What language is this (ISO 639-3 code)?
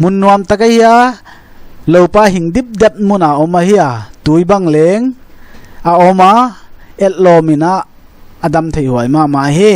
pck